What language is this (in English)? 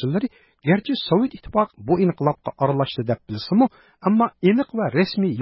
Uyghur